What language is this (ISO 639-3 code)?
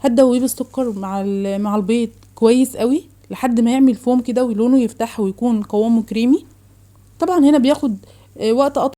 arz